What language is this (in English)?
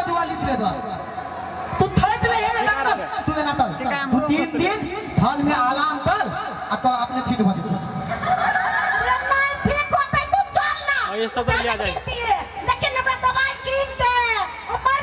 Maithili